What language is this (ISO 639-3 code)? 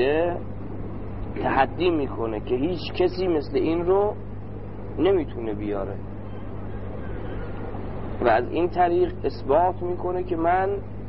fas